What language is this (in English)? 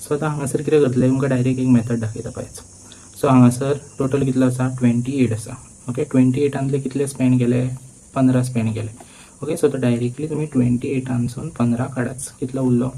Konkani